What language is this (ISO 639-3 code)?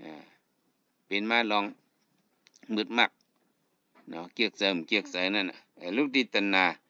shn